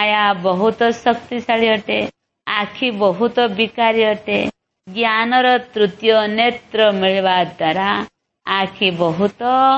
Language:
Odia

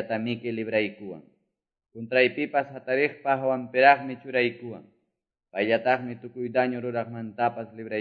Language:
Quechua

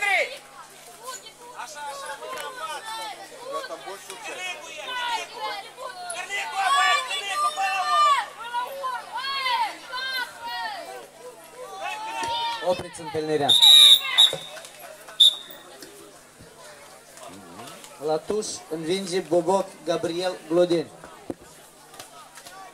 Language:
Romanian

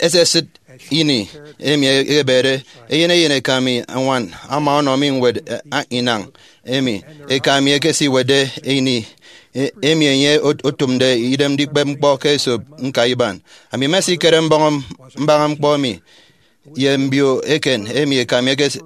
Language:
Efik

